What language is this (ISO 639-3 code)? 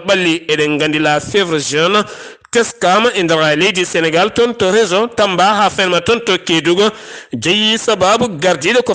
ful